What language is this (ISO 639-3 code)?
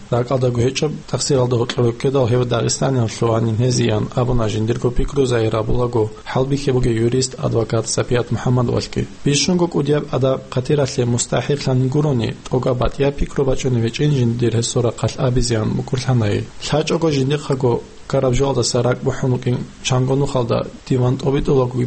ava